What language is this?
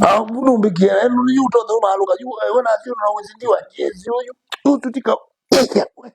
Kamba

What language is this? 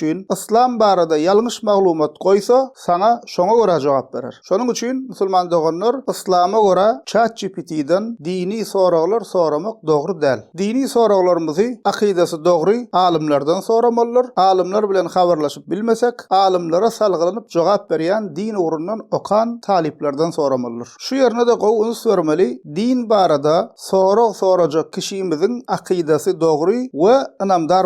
Turkmen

